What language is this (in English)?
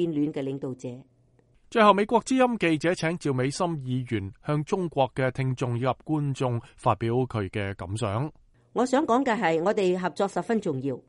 Cantonese